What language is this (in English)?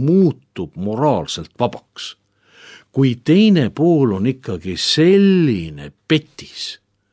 Estonian